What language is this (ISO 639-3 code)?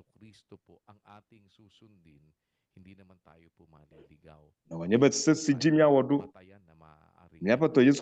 ewe